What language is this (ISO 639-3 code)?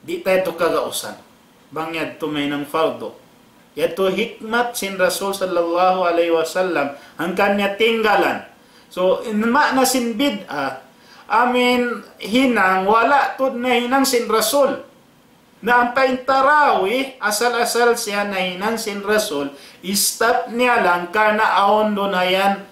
tsg